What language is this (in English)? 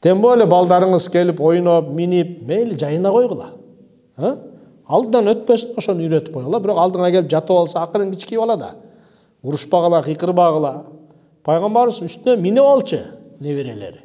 Kyrgyz